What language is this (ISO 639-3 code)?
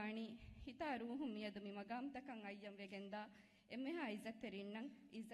div